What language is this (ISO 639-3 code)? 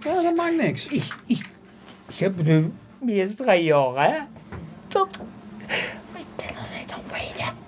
lim